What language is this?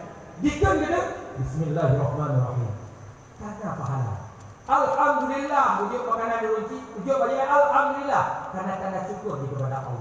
Achinese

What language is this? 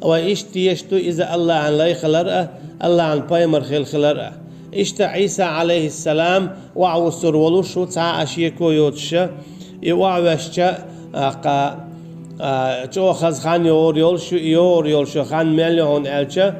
Chechen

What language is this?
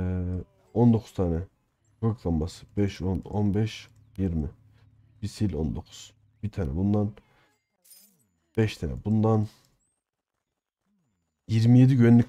Turkish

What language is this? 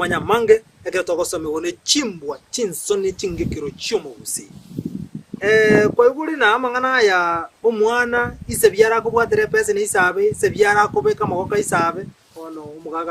Gusii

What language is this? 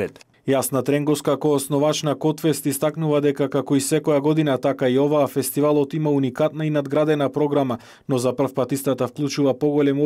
Macedonian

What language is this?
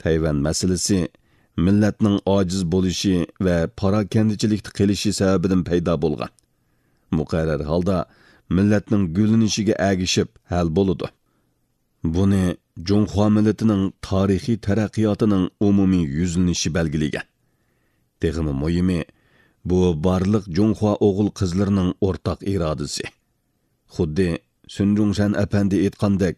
Uyghur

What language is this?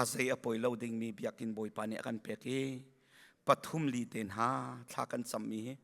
Hakha Chin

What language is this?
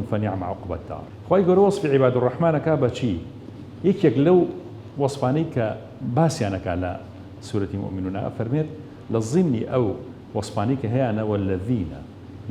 Central Kurdish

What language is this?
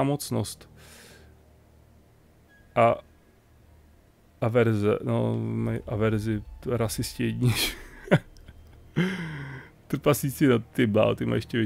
Czech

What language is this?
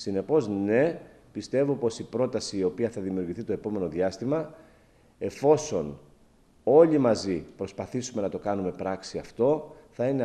Greek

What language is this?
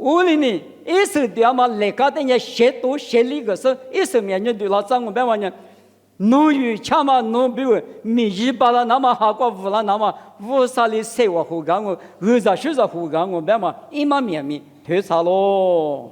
Lisu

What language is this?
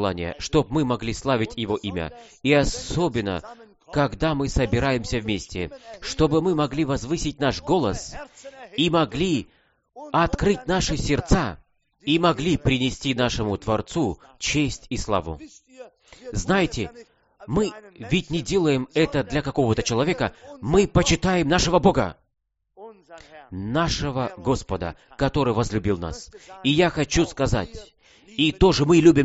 Russian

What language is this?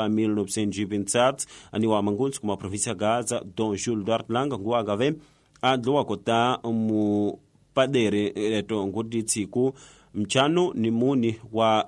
Tsonga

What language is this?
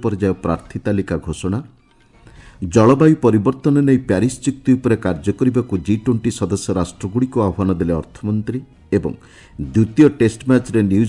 Odia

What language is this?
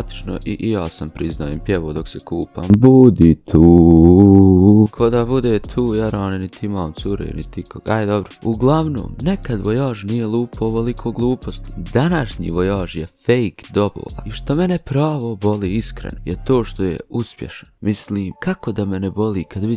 Bosnian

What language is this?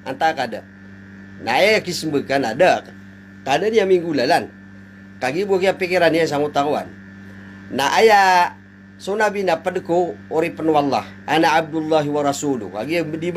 Maranao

